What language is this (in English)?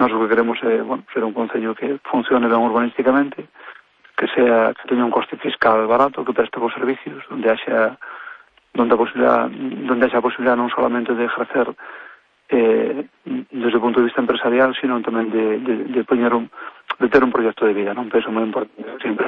Galician